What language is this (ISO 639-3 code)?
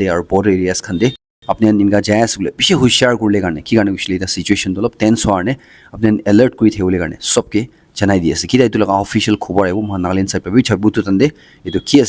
nag